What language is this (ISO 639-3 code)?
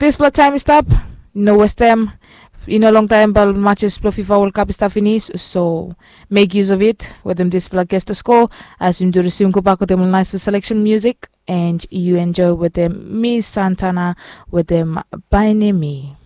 bis